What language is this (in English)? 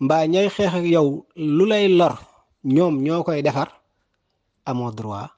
Wolof